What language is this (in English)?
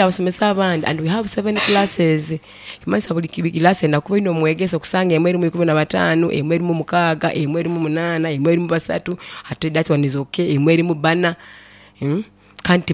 Nyoro